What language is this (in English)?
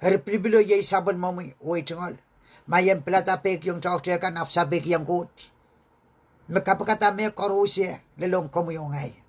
Pohnpeian